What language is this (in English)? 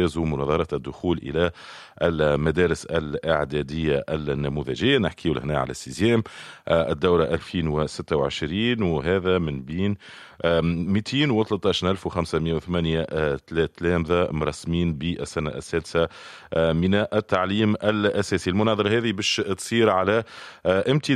Tunisian Arabic